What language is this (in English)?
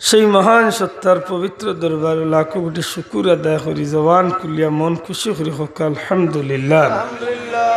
Sylheti